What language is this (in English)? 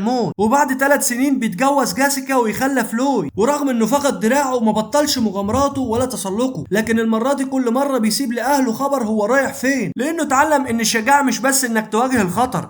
Egyptian Arabic